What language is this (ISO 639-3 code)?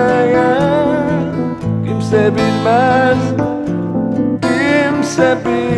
tur